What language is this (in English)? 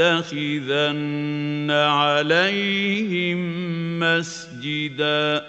Bosnian